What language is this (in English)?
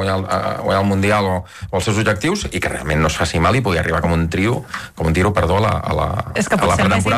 Catalan